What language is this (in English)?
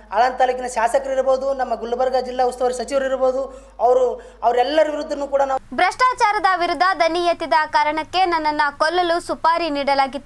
Kannada